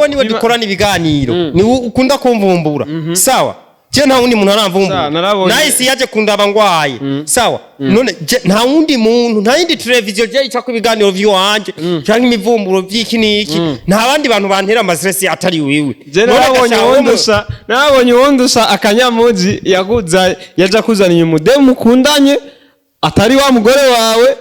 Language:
Rundi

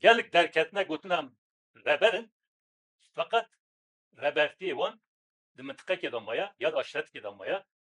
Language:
Kurdish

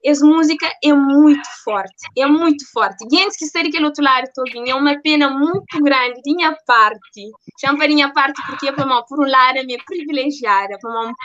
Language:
Kabuverdianu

